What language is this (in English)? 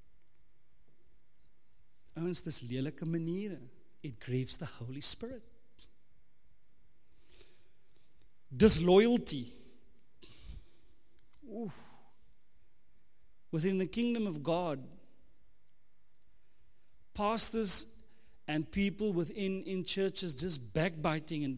Afrikaans